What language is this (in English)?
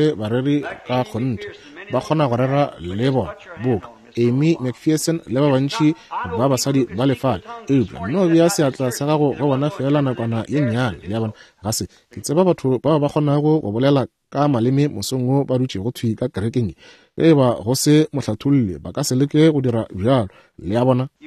Northern Sotho